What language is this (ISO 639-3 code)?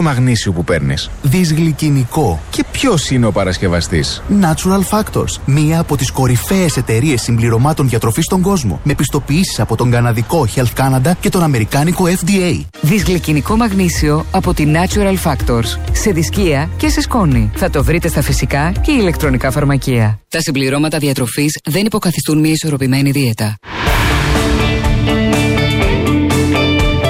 ell